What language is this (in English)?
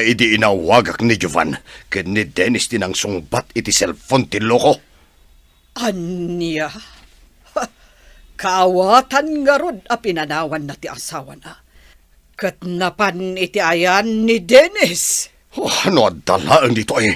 Iloko